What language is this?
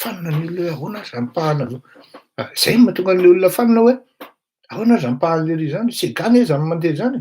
Malagasy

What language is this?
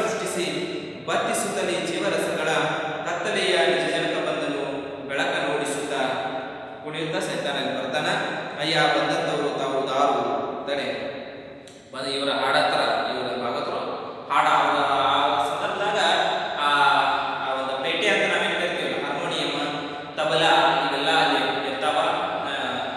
Kannada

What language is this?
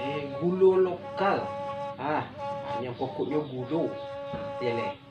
Minangkabau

